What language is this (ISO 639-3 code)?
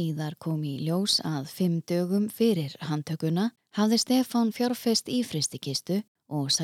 isl